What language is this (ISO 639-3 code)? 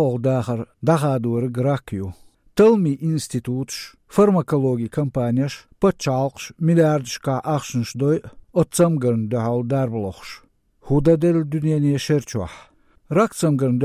che